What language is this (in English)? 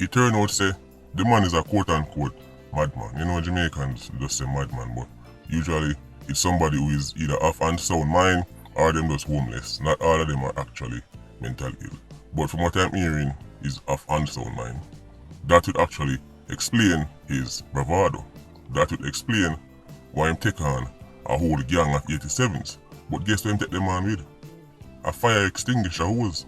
Jamaican Creole English